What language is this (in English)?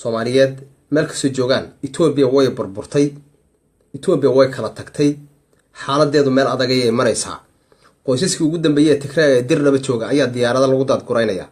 Somali